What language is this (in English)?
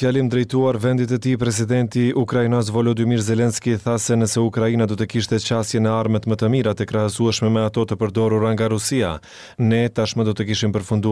Albanian